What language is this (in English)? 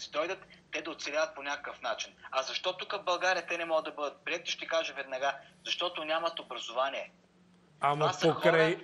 Bulgarian